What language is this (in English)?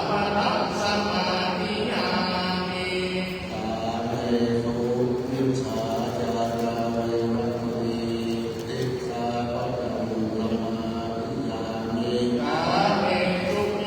Pali